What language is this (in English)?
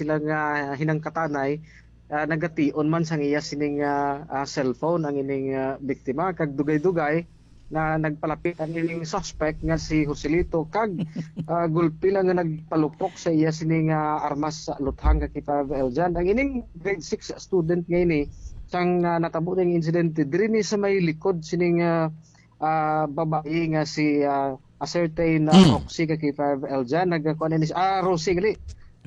Hiligaynon